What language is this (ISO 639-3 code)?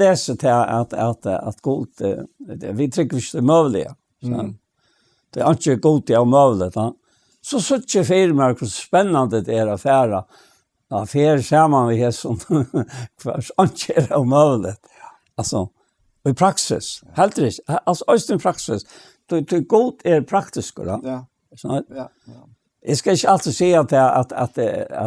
fao